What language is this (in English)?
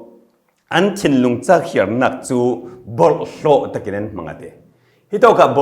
Falam Chin